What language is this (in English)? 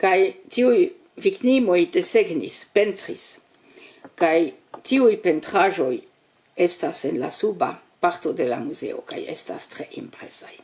Esperanto